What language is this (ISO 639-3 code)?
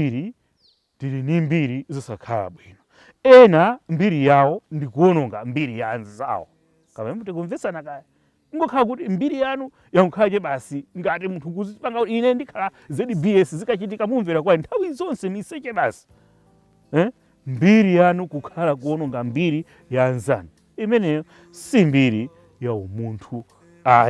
nya